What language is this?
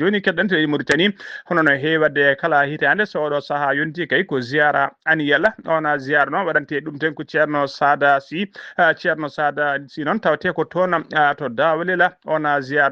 Fula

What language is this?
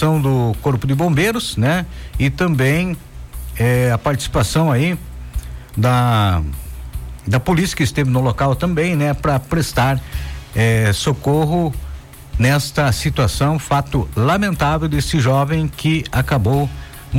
Portuguese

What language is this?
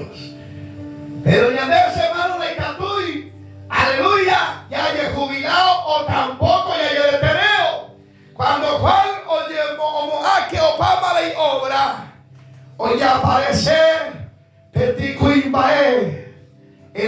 Guarani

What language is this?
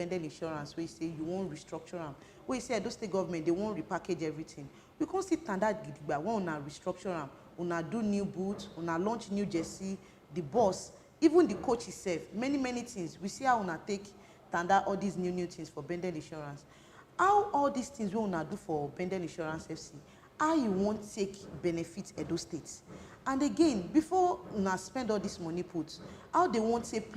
Nigerian Pidgin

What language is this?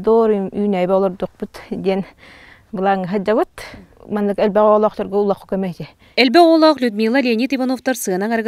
Yakut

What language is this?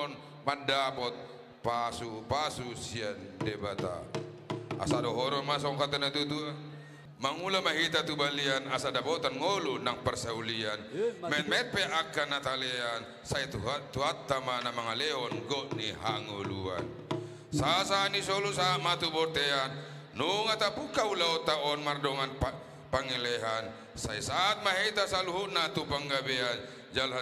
Batak Toba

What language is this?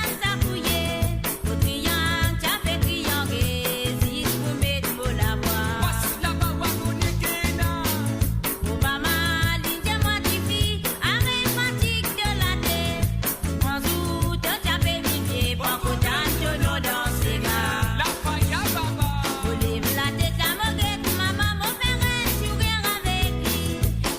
Morisyen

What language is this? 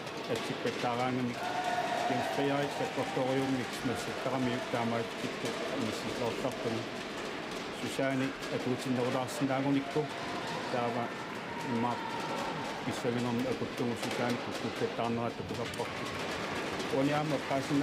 Kalaallisut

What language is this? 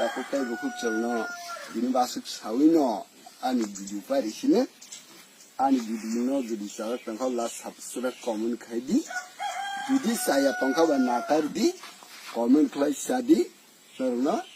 Kok Borok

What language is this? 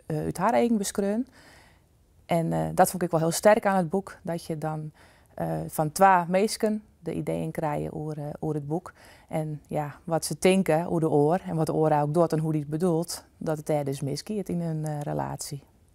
Western Frisian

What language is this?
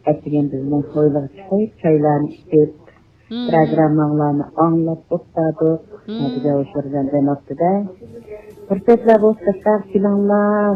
Uyghur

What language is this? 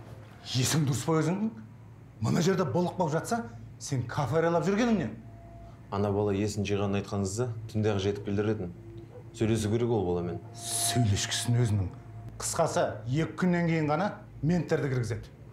Kazakh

